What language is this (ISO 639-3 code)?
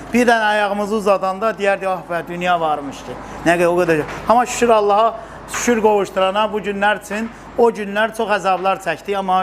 aze